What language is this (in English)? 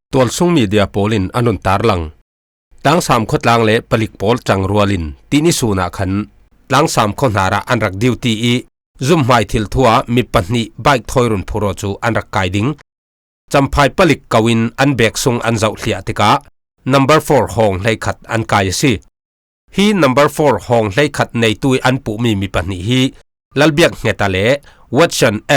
Falam Chin